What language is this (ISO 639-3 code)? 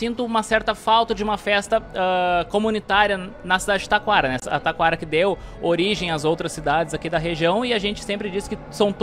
por